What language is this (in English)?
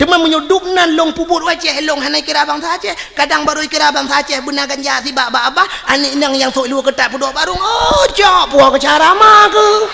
Achinese